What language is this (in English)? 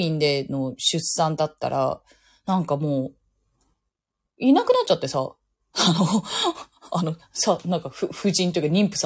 Japanese